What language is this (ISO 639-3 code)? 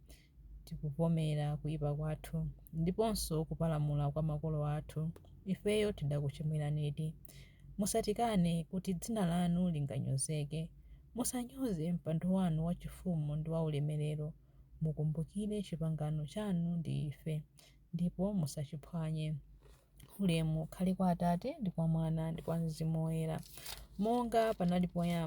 nya